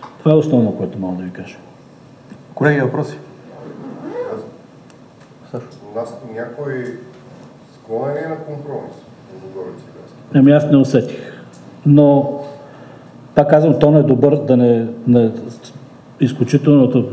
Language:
Bulgarian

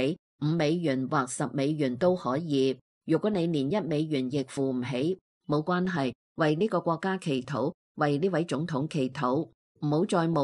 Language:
Cantonese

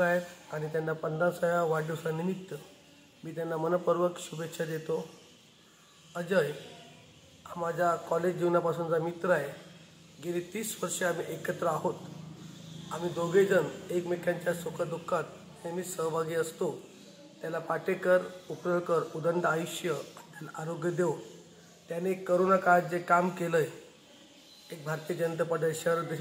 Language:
Marathi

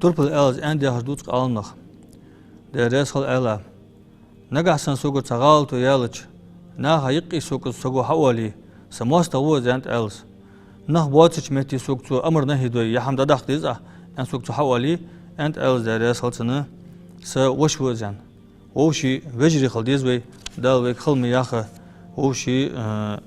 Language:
Ingush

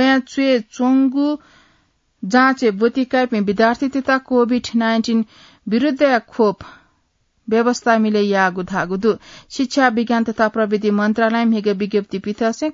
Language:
Newari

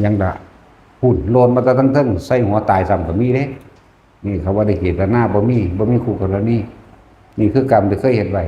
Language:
Northeastern Thai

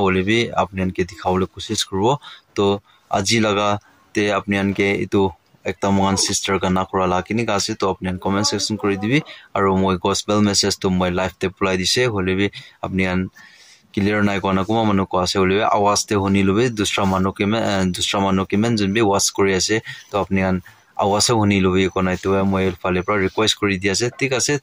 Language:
Naga Pidgin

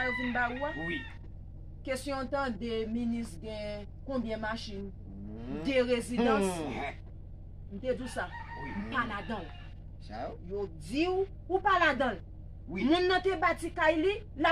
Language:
Haitian Creole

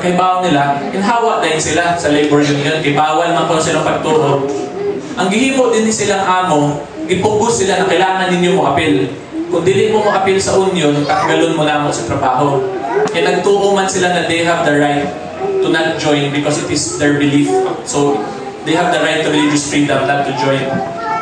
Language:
Cebuano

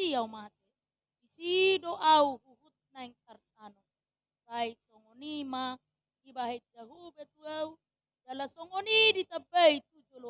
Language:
Batak Toba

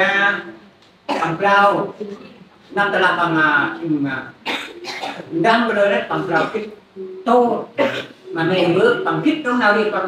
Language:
Central Mnong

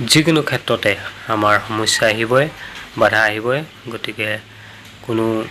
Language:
Assamese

